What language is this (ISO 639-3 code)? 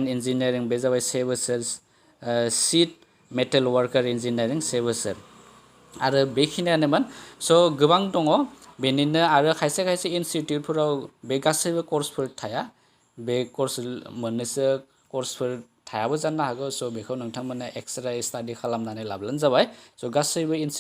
brx